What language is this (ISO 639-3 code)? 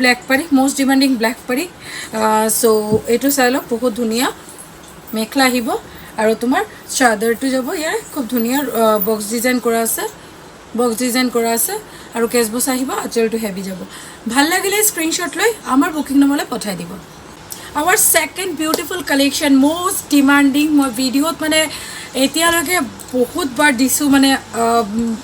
asm